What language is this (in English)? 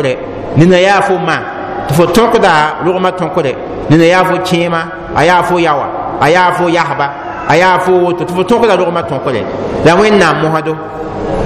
Mossi